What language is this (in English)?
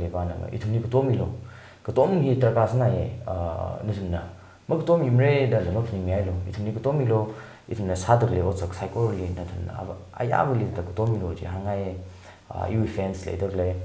Tangkhul Naga (India)